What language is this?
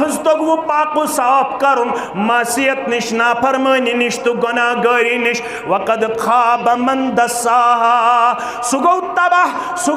Kashmiri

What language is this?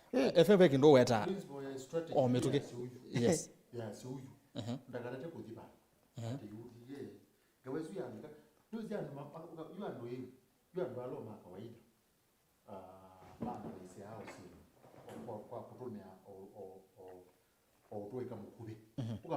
Kamba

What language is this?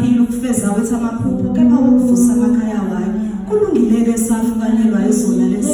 Zulu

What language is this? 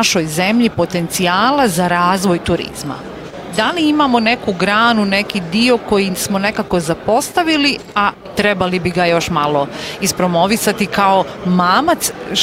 Bosnian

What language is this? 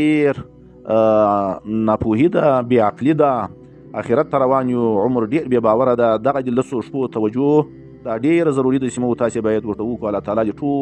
Pashto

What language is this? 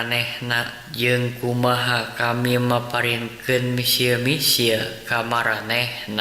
Sundanese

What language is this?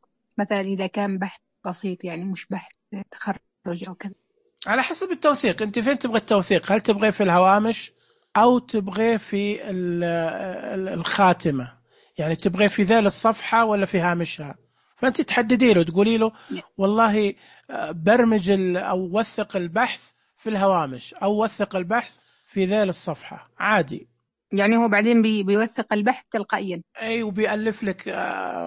Najdi Arabic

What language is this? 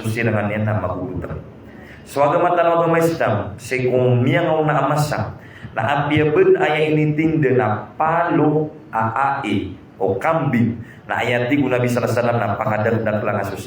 Maranao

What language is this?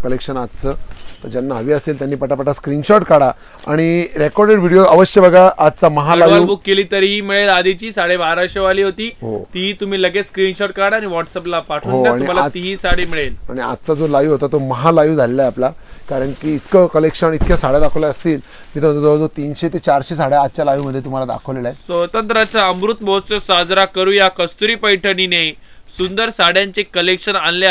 Marathi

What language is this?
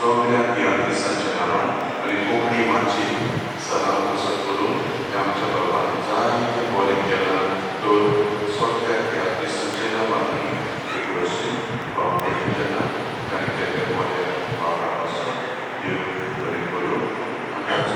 Konkani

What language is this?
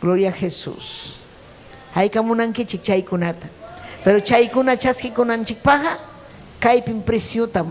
Ayacucho Quechua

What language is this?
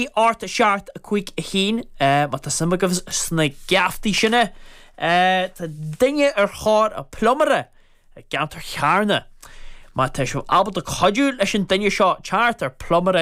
Irish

